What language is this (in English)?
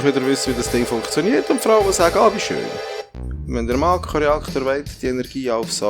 Swiss German